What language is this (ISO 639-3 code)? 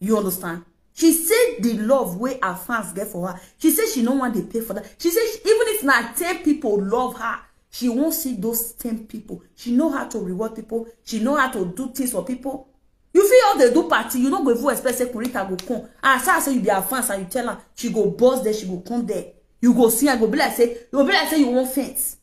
pcm